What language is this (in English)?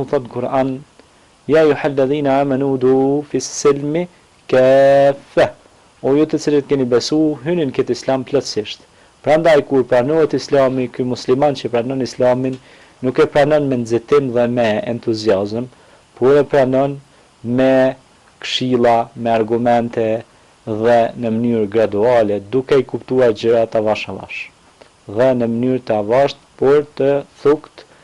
Albanian